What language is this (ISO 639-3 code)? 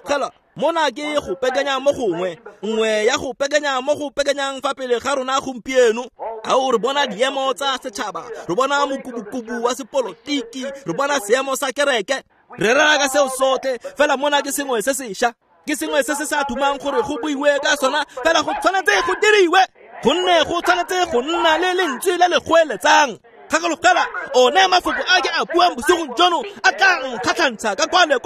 tsn